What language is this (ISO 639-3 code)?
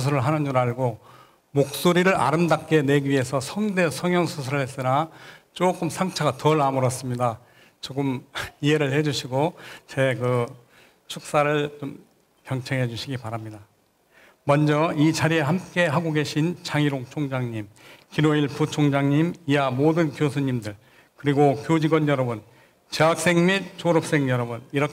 kor